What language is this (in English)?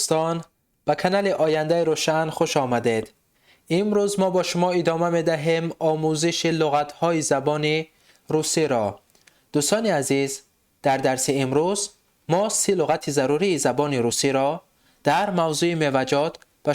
Tajik